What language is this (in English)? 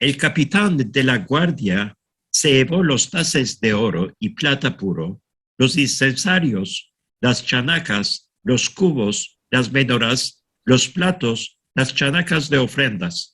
Ladino